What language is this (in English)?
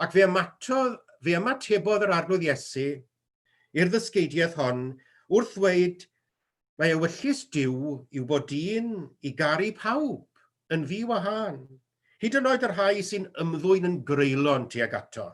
Welsh